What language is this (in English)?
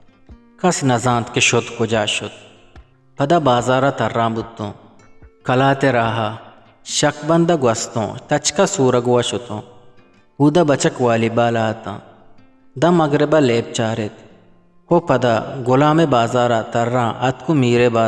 Eastern Balochi